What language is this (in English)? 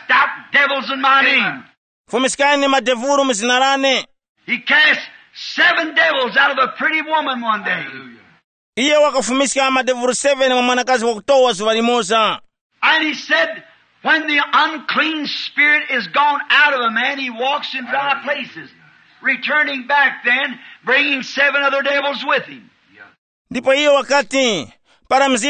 Tumbuka